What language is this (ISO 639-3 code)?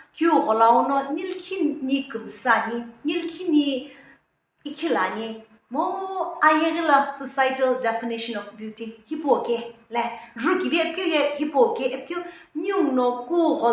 nsm